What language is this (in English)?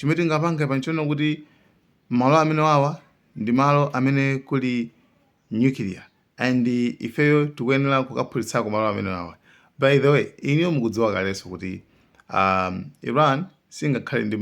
Nyanja